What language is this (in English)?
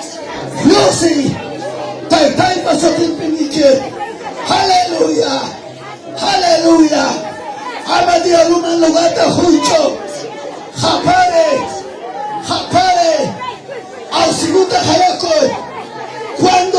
Ayacucho Quechua